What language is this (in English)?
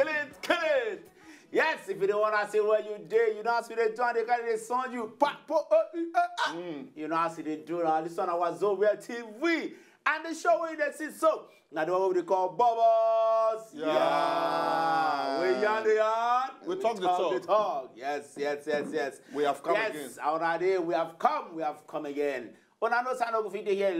Nigerian Pidgin